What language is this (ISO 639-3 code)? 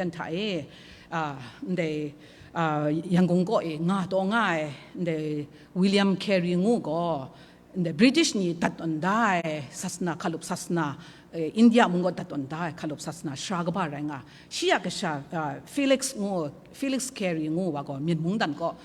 kac